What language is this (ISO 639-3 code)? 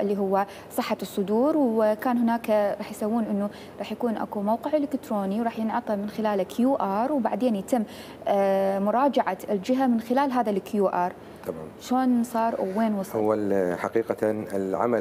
acm